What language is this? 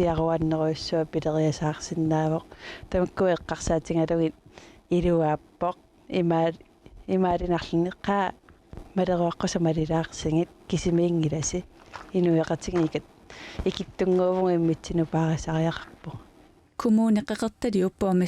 Kalaallisut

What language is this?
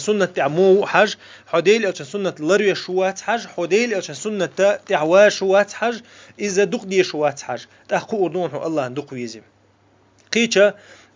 Chechen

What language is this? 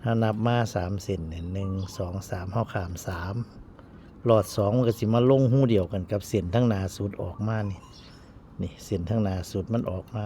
Northeastern Thai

